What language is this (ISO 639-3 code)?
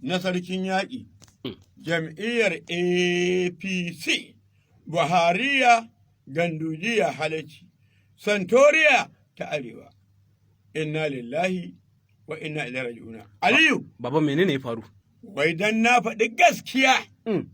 hau